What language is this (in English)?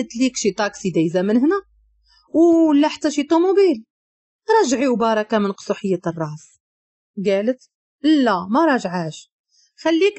Moroccan Arabic